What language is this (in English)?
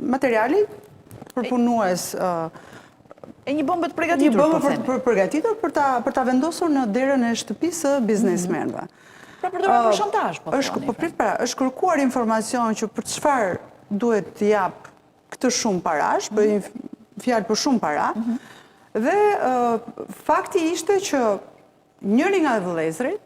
Albanian